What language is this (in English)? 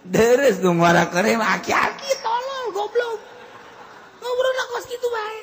Sundanese